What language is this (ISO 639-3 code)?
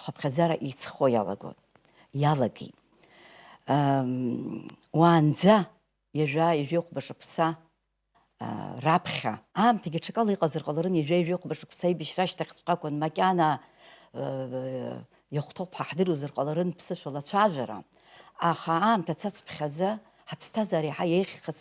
abk